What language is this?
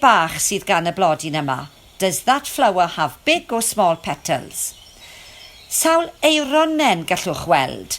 Welsh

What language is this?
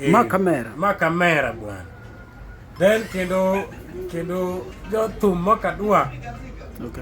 Luo (Kenya and Tanzania)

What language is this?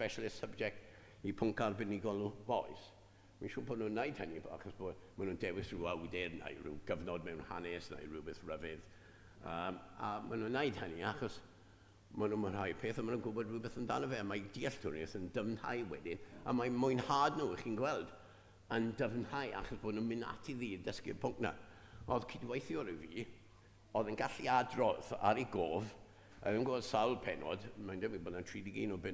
Welsh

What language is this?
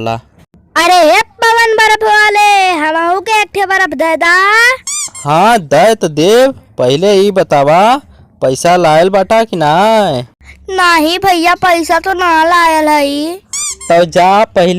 Bhojpuri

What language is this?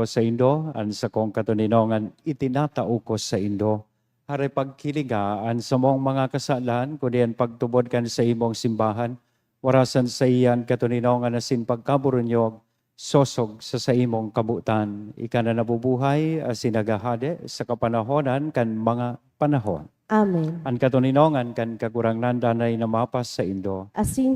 Bikol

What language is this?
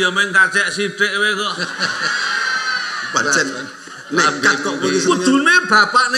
Javanese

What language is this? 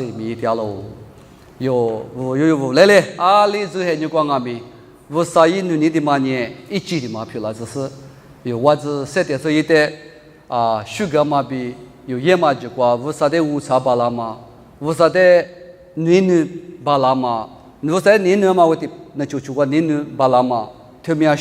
Lisu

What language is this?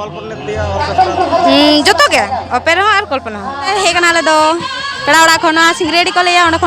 Santali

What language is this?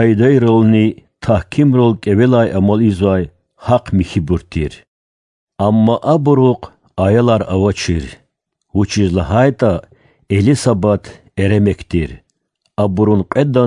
Lezghian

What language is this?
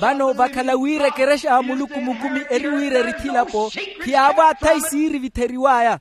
Makhuwa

